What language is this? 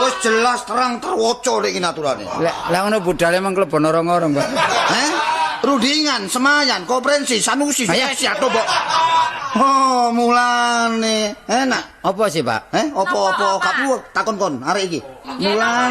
Javanese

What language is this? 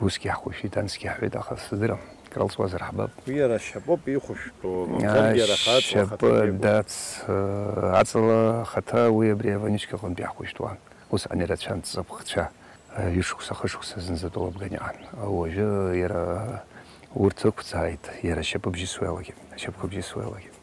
Abkhazian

